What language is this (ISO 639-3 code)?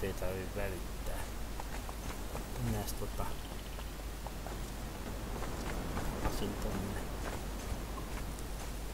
fin